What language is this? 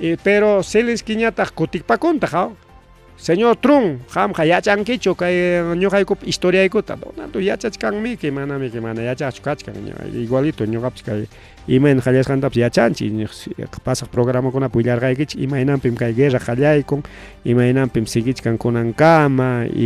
Ayacucho Quechua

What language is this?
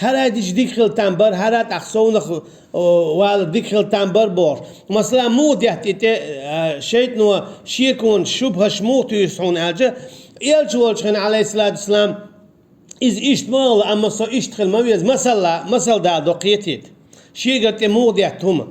Chechen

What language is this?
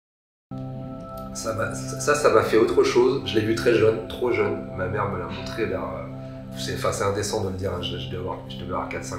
French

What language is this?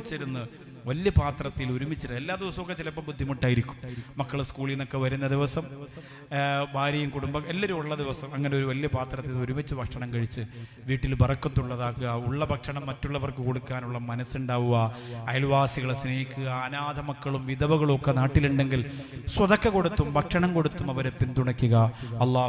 Malayalam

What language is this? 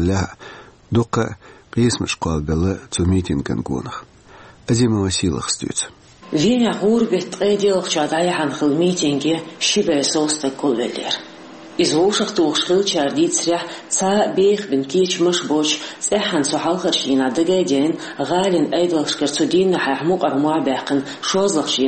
Chechen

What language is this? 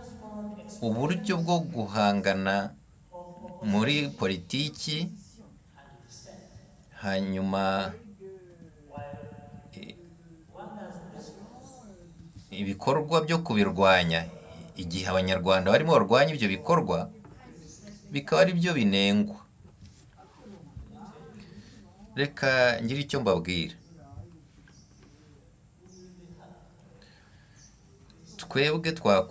Kinyarwanda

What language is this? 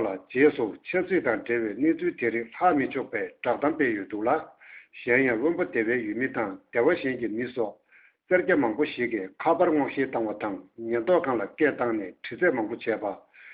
Tibetan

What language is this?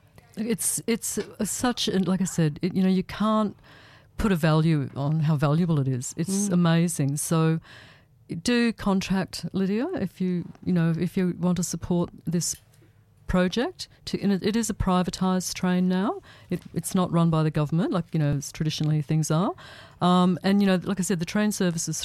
English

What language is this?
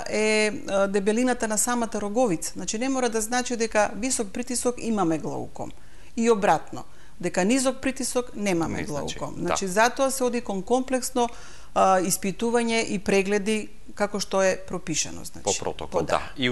Macedonian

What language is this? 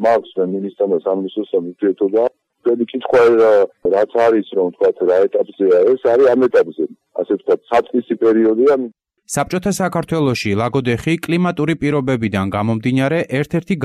Georgian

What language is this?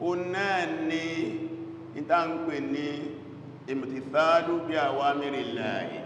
Yoruba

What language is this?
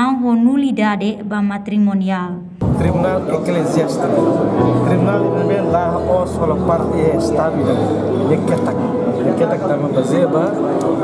Tetum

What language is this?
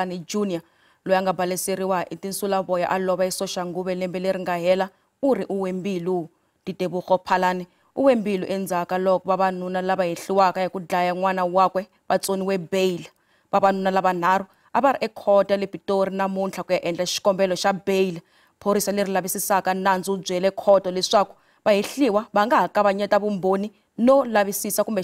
Tsonga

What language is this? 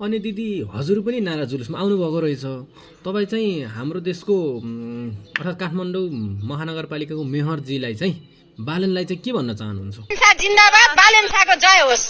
Nepali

